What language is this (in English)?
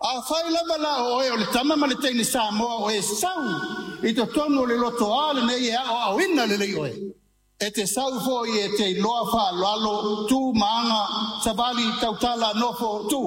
Samoan